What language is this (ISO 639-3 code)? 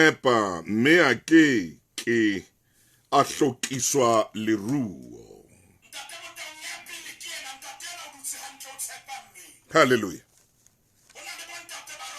sot